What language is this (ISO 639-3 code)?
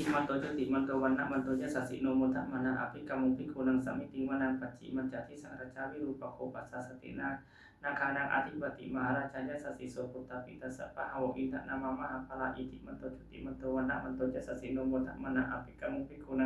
pli